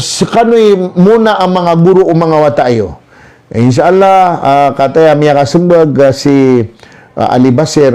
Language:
Maranao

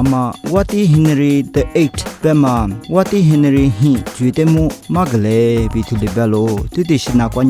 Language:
Lisu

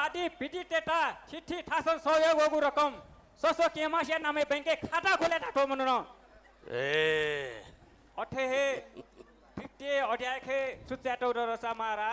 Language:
Newari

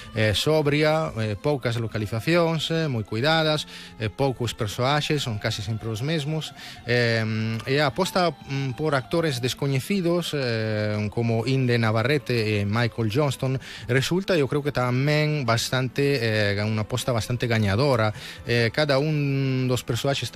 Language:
Galician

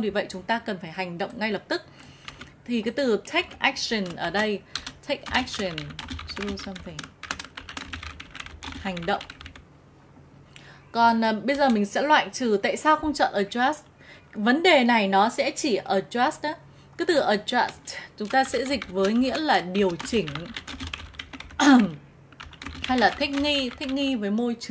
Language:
Vietnamese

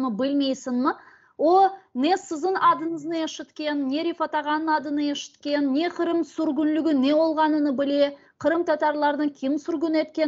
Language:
Crimean Tatar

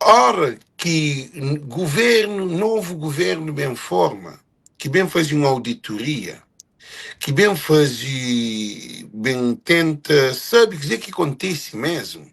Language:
Kabuverdianu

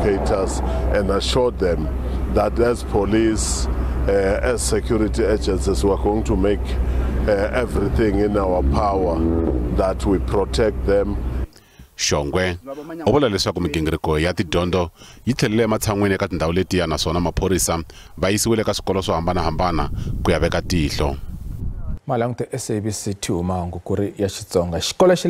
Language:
Tsonga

